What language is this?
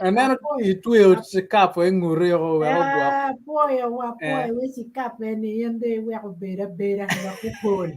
Acoli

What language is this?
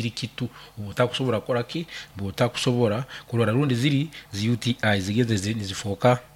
Nyankole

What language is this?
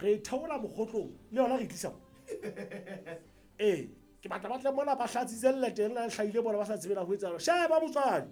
Southern Sotho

